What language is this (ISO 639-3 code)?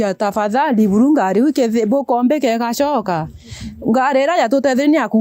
mer